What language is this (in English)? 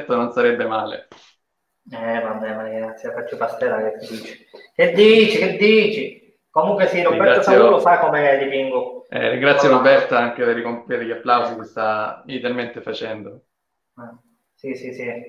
Italian